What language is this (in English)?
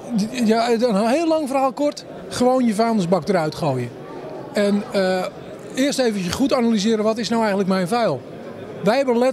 Dutch